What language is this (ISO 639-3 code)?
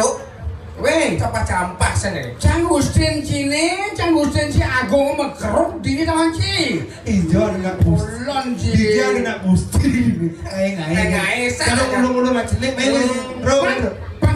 ban